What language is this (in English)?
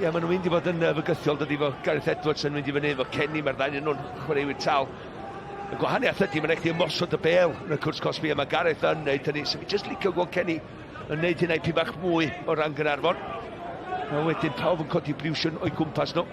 Welsh